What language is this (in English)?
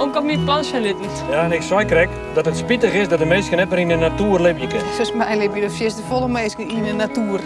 Western Frisian